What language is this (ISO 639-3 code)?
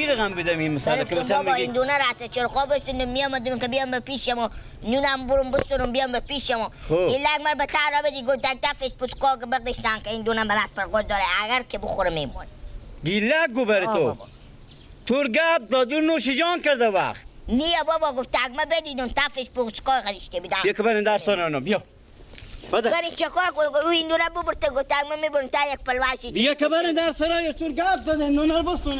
fas